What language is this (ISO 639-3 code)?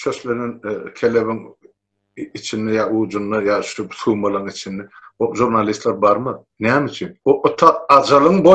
tuk